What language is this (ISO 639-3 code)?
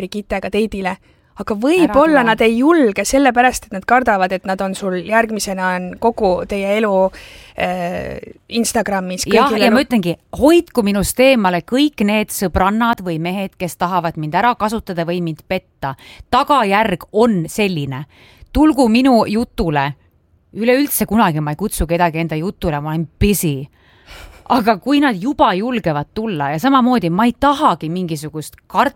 est